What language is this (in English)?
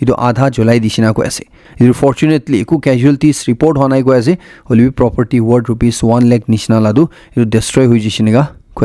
Naga Pidgin